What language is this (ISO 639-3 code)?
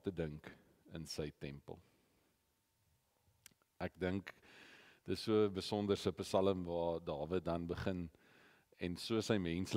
afr